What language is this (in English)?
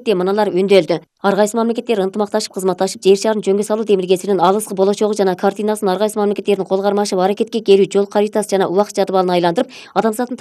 Kyrgyz